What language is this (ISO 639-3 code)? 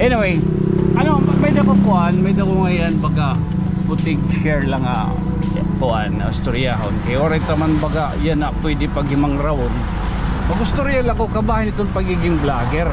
war